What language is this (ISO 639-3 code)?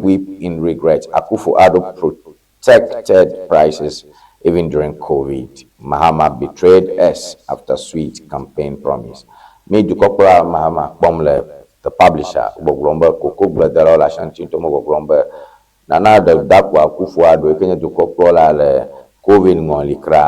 ewe